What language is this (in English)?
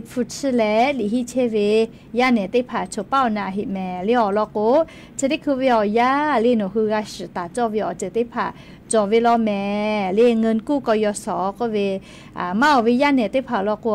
Lahu